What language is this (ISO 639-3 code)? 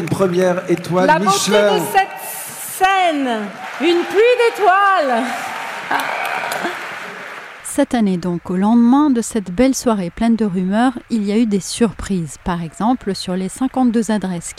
fra